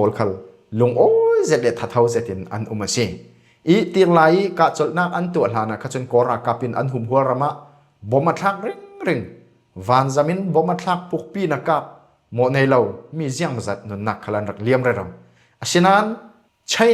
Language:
Falam Chin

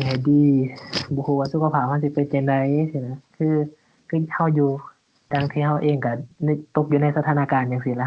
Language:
Lao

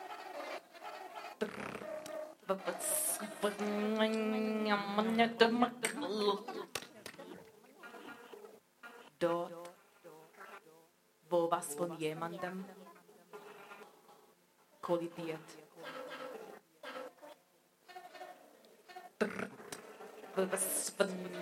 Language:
German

